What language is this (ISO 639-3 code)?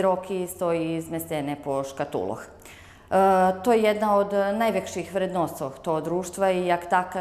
rue